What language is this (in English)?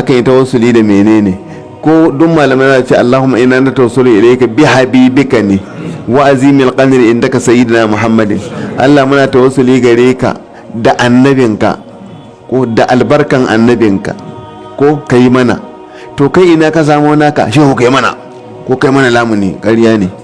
Hausa